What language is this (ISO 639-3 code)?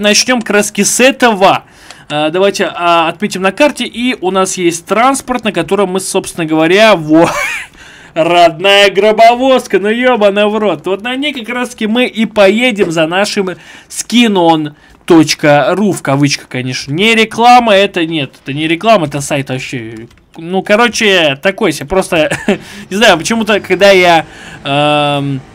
rus